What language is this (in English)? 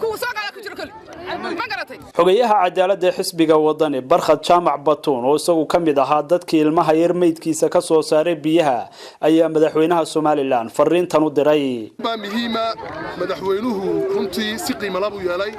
Somali